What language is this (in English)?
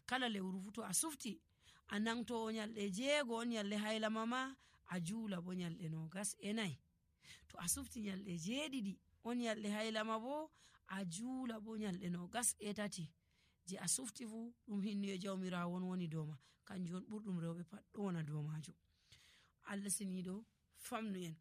Nigerian Fulfulde